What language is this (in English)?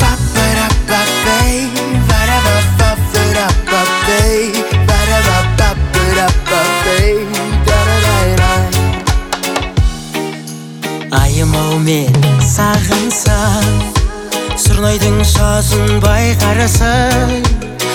Kazakh